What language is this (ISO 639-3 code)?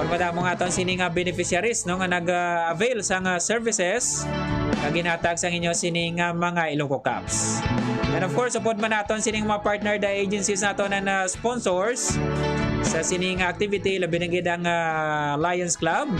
hil